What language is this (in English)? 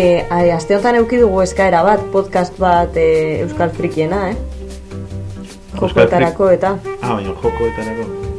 Basque